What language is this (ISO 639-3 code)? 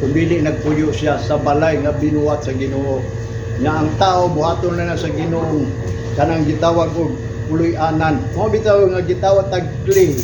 ceb